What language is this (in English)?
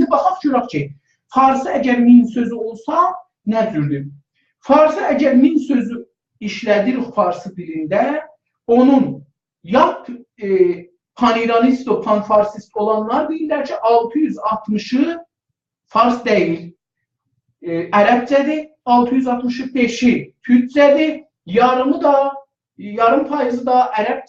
South Azerbaijani